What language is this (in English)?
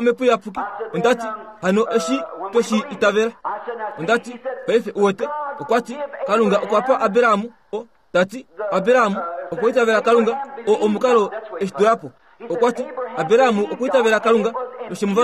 Kuanyama